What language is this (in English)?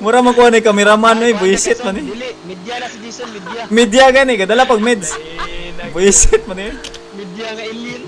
Cebuano